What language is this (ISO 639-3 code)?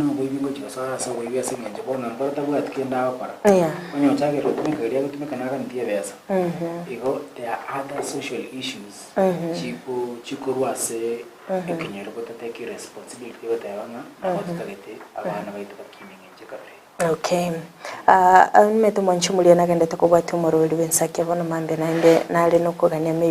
guz